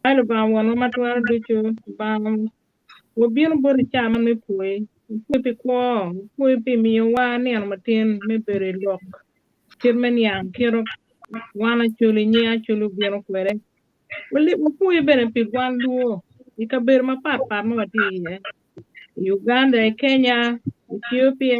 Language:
Acoli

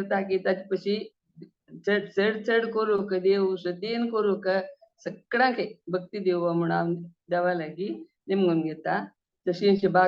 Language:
Konkani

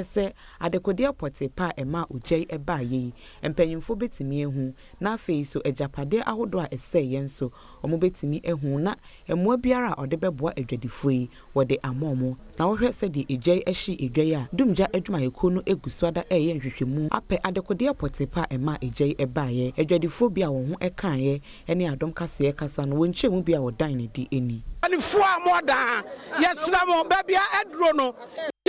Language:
Akan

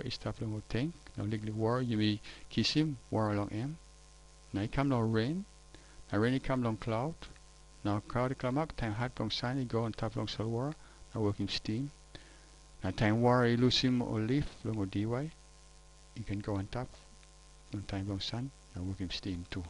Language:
Tok Pisin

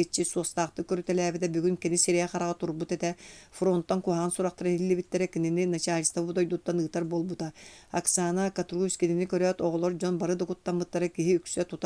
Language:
Yakut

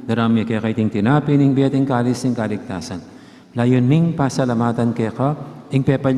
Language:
Pampanga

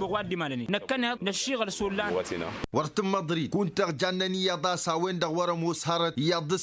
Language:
Tamasheq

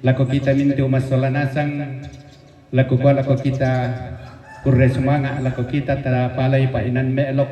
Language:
Toraja-Sa'dan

